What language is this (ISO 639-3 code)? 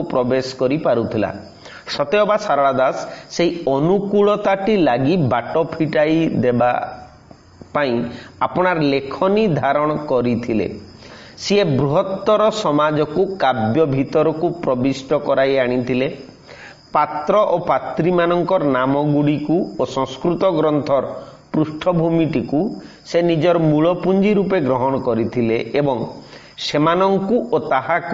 ori